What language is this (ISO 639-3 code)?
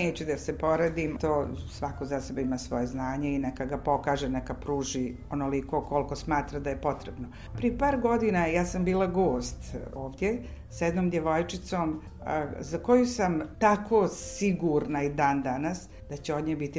bos